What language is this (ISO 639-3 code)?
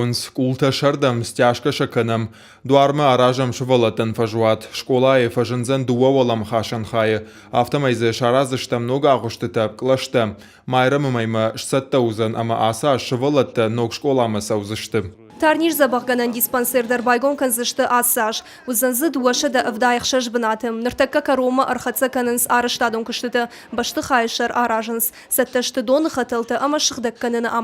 oss